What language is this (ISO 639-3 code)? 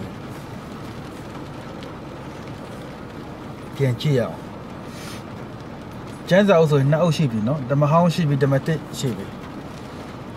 mya